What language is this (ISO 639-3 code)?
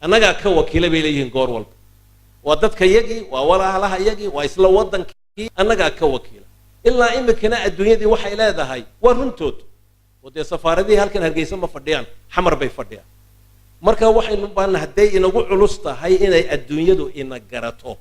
som